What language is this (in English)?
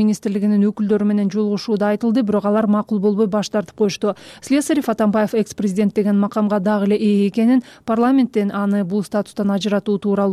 Kyrgyz